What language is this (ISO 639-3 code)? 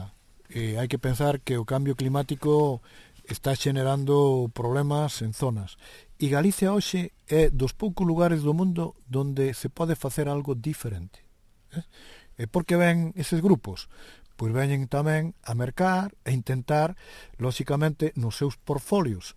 glg